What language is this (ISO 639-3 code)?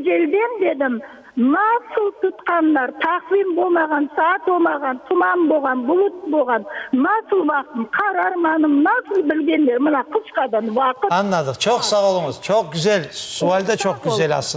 crh